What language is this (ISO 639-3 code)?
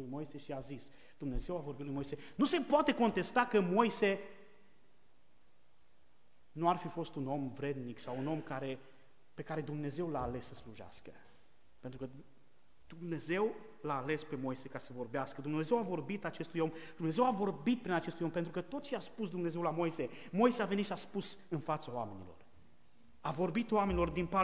ron